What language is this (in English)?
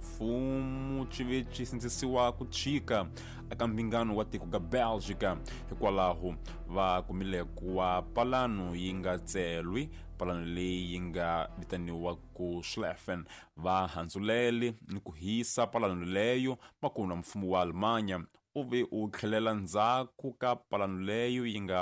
Tsonga